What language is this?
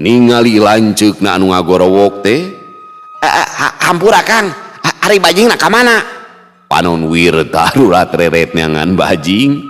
Sundanese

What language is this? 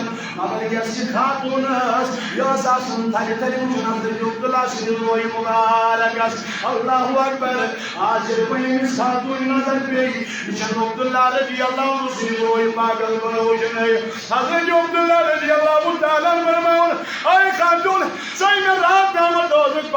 Kashmiri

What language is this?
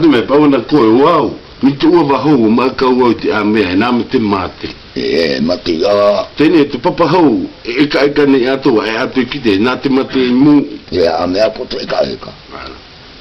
South Marquesan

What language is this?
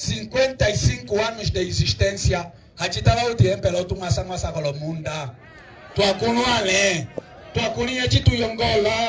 Umbundu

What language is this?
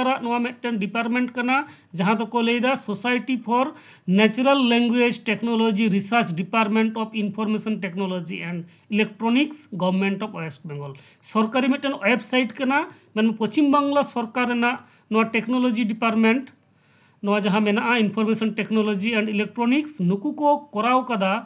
Santali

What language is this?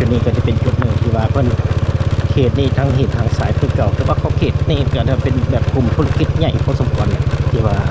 Lao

